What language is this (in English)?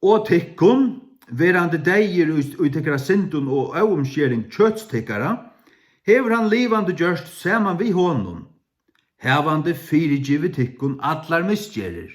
Faroese